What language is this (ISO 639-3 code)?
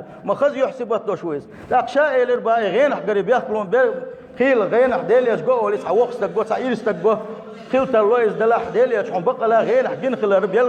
che